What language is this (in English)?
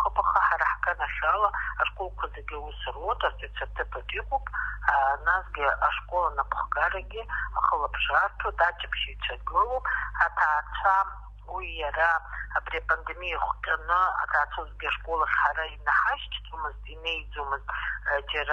Abkhazian